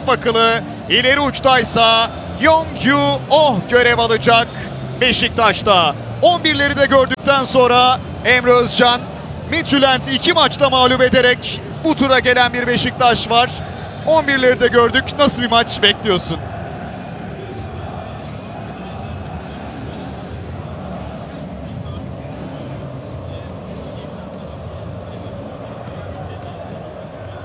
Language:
Turkish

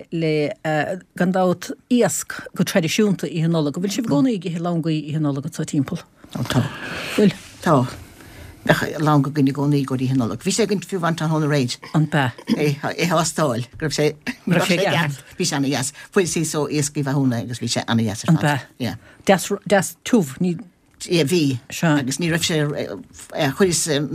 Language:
Irish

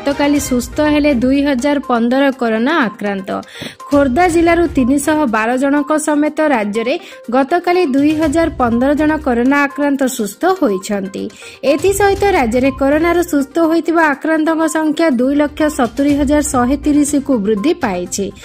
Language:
Odia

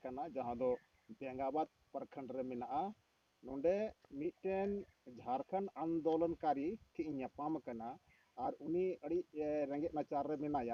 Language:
Santali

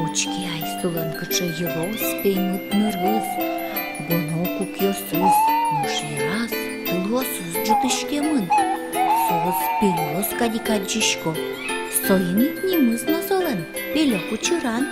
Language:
Udmurt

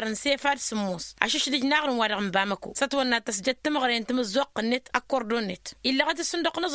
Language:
Tamasheq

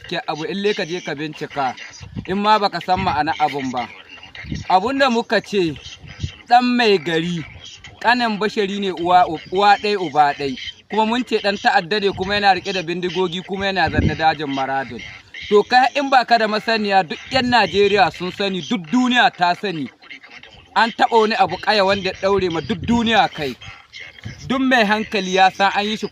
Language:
Hausa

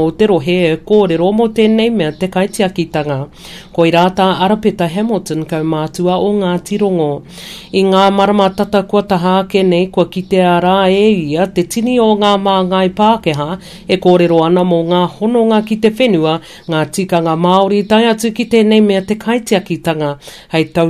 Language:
Māori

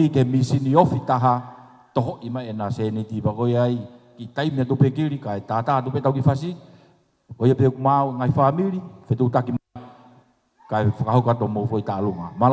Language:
Tongan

